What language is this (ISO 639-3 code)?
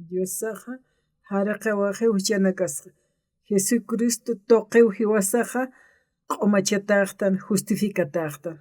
aym